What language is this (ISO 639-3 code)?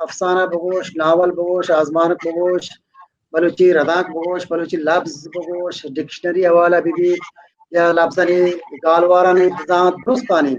bal